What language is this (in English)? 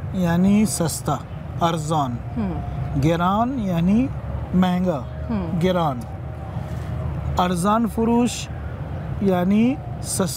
Persian